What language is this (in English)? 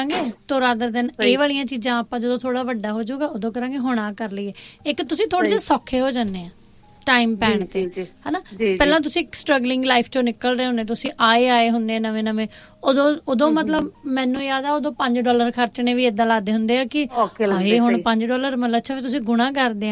Punjabi